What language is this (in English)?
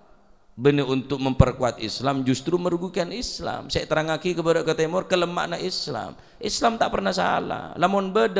Madurese